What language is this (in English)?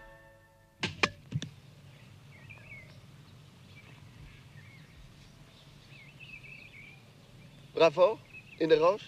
Dutch